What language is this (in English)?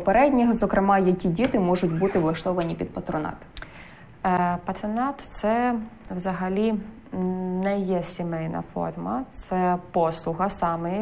Ukrainian